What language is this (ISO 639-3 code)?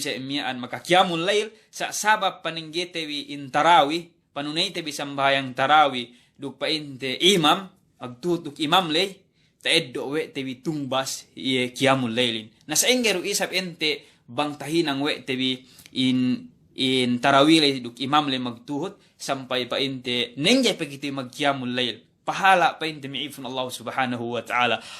yka